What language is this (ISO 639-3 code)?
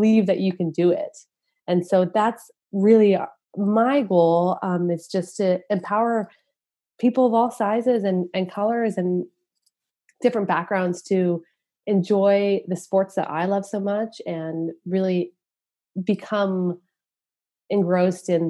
eng